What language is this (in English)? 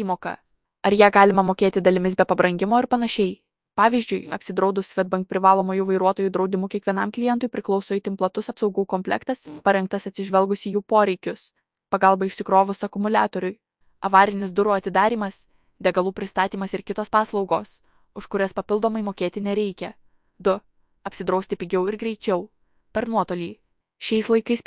Lithuanian